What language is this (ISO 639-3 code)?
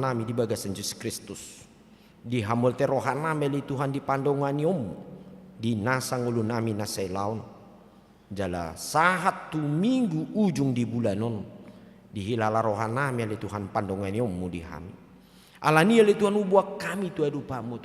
bbc